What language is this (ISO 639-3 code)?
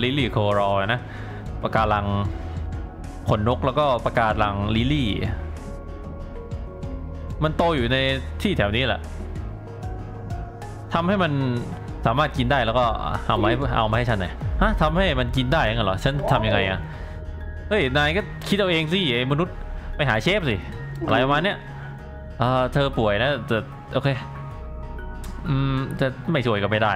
tha